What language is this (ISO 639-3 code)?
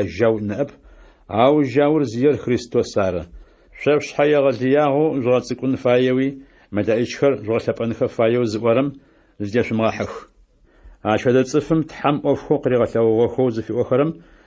ady